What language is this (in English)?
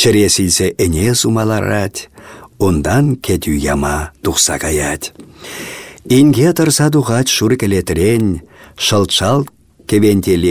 Chuvash